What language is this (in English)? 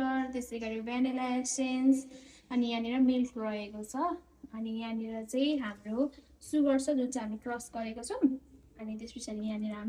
Nepali